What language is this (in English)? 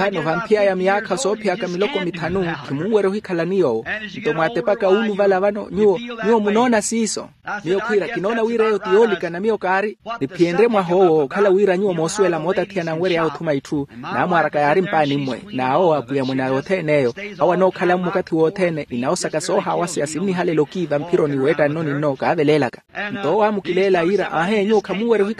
Makhuwa